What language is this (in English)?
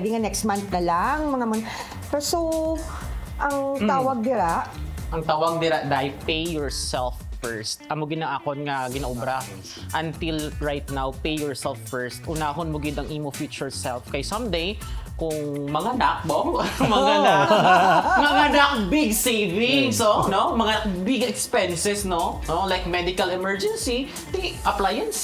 Hiligaynon